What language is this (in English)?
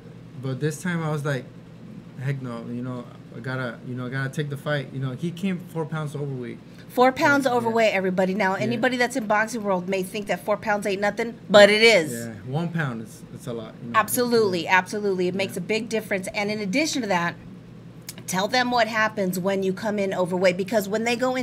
English